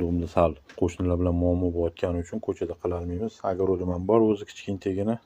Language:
Uzbek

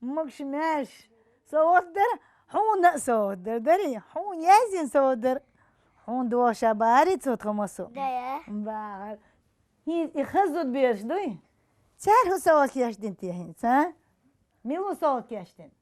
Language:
Chechen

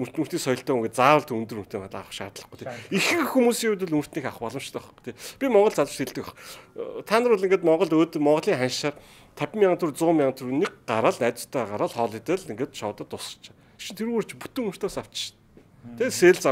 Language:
Mongolian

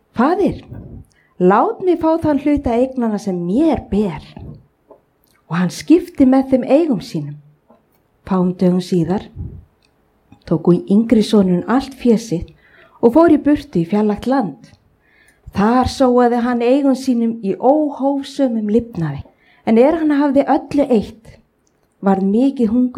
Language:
Icelandic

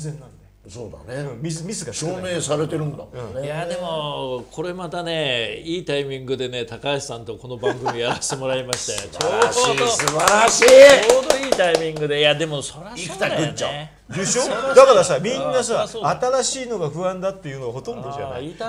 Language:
Japanese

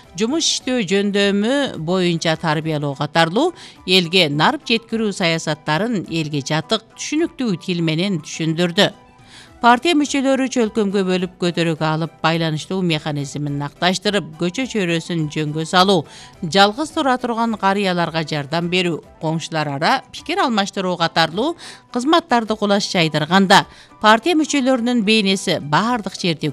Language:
Kyrgyz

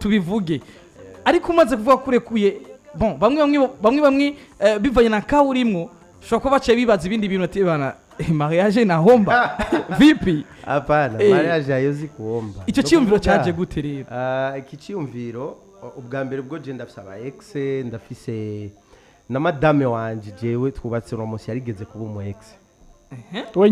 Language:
Rundi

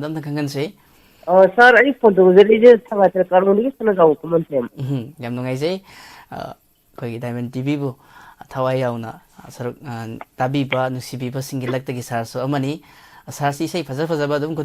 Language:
Manipuri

